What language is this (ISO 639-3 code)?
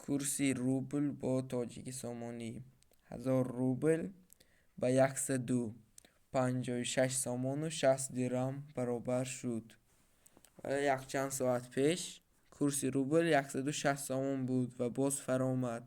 tgk